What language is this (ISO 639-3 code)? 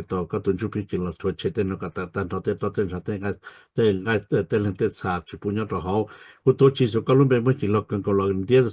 hmn